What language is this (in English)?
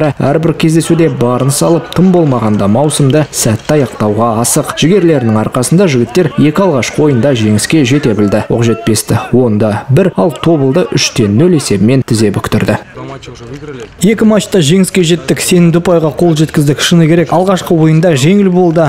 Kazakh